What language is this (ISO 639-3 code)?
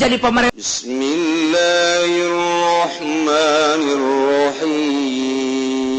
sun